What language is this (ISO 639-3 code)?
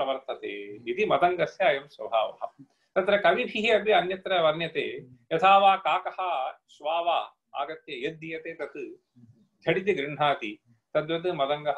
san